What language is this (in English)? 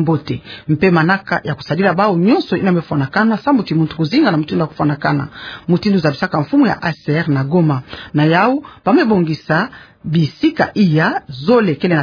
Kituba (Democratic Republic of Congo)